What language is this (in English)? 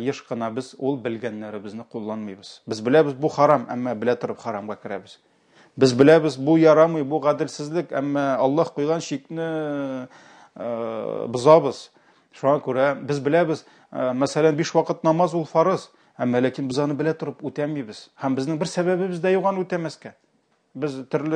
Tatar